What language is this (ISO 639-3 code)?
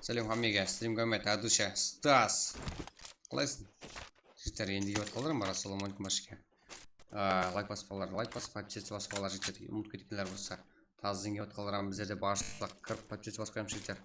kaa